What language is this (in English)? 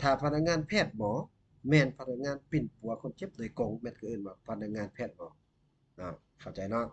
Lao